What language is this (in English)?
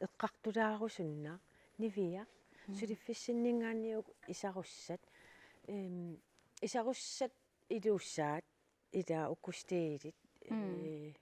Kalaallisut